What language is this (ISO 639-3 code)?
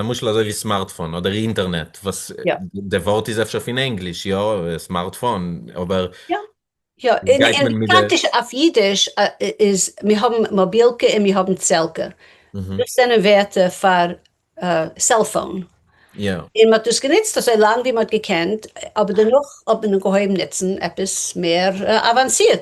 yid